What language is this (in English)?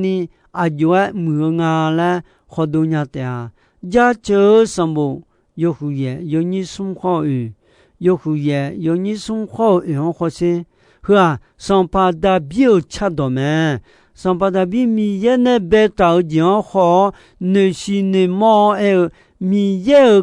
Akha